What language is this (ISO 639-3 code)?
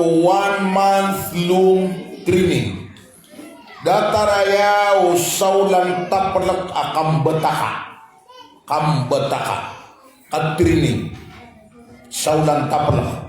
mrw